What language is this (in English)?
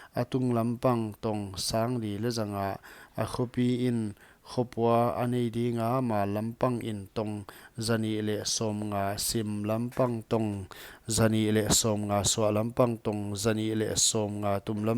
Paite Chin